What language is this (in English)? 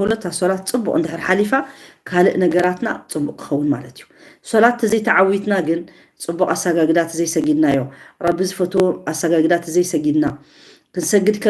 Tigrinya